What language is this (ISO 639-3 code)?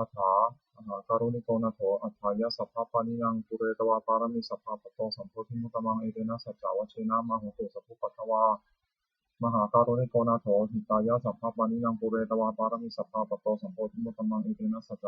pli